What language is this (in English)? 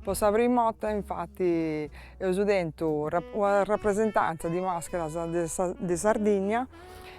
Sardinian